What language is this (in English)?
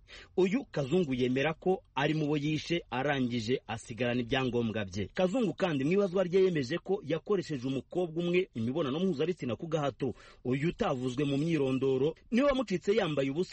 Kinyarwanda